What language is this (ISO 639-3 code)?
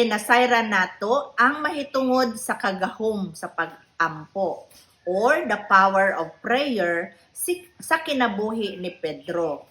ceb